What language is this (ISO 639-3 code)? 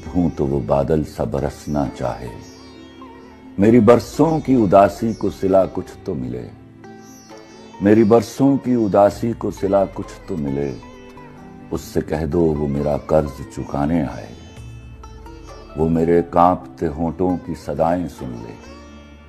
urd